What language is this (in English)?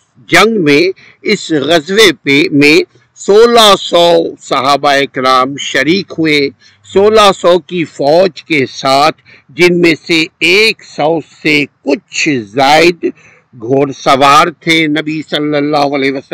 Urdu